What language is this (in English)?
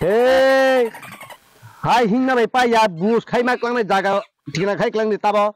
Kok Borok